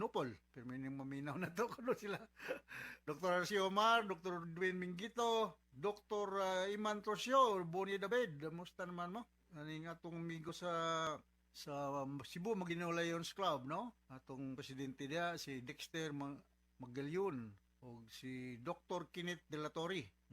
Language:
Cebuano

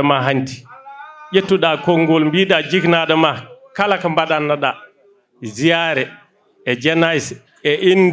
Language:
Fula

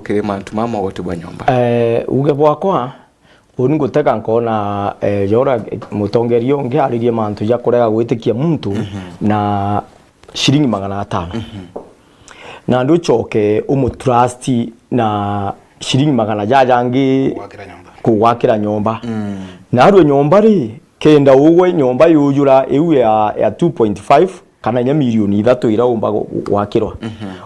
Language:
Meru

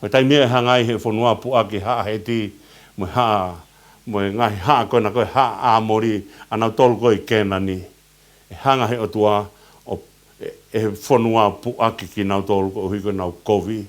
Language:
Tongan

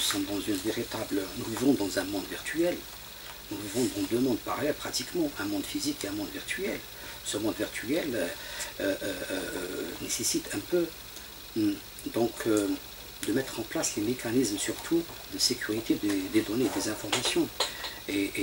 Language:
French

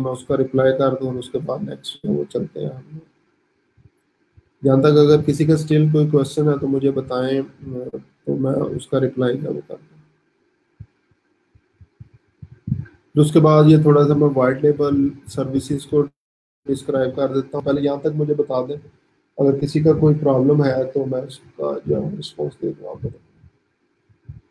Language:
Hindi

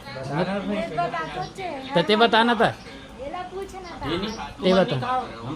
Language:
Chhattisgarhi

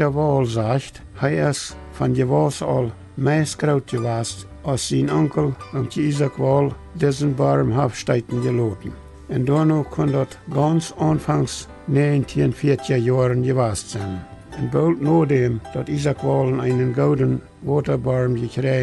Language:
Plautdietsch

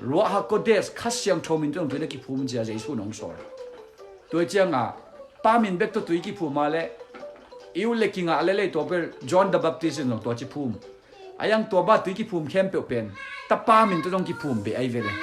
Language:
Tedim Chin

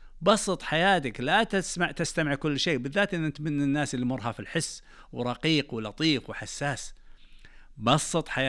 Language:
Najdi Arabic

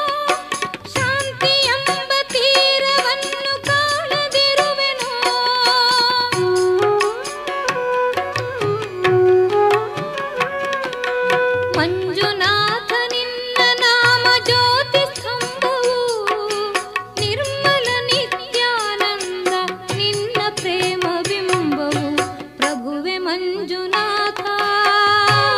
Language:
Kannada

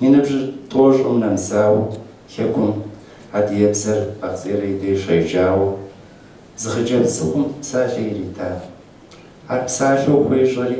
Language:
Kabardian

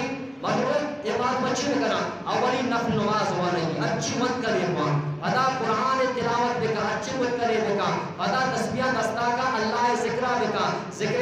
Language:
Eastern Balochi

